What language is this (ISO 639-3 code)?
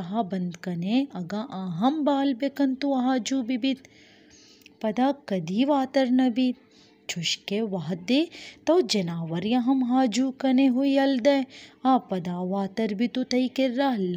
bal